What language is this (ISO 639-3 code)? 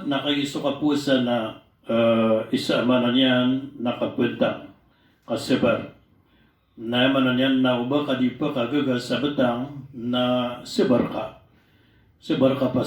mrw